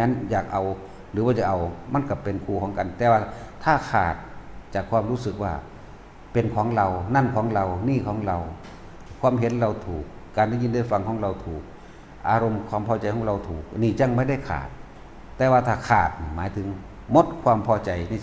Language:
Northeastern Thai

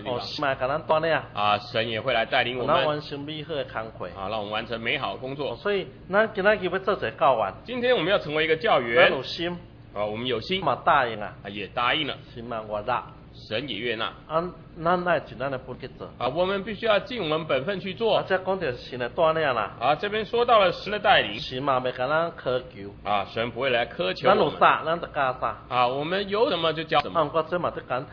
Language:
Min Nan Chinese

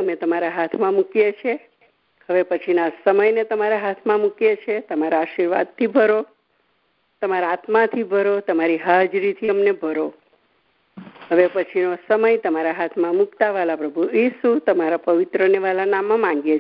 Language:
Gujarati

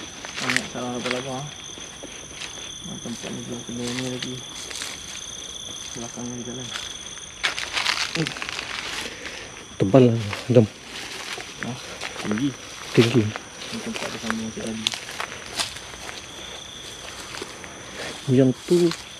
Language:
Malay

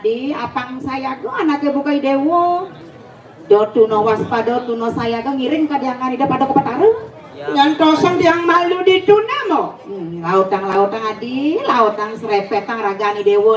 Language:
Balinese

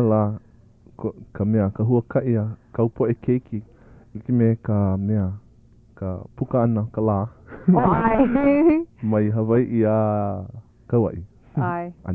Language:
Hawaiian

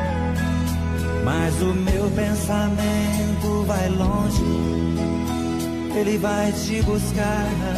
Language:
Portuguese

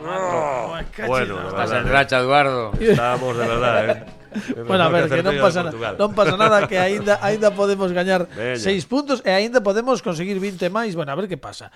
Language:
Galician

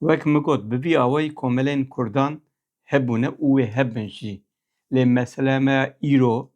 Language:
Kurdish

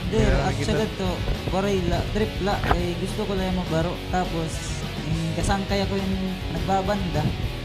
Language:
Waray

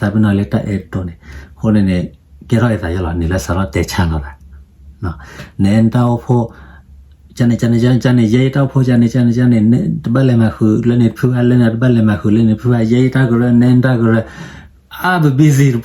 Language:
S'gaw Karen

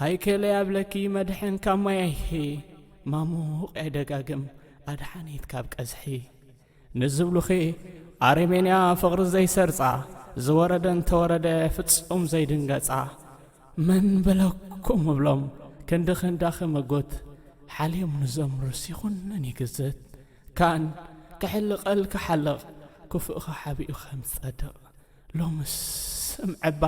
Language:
Tigrinya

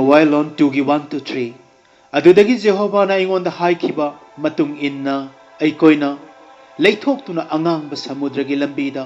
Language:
Manipuri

